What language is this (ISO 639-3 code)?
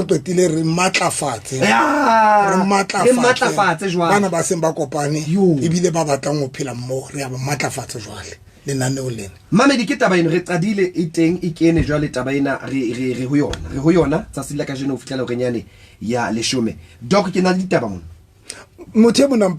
sot